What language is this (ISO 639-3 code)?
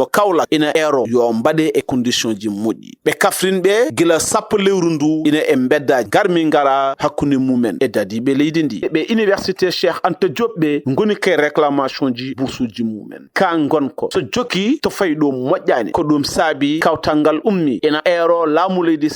ful